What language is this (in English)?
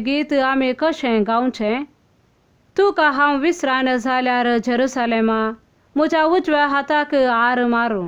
Konkani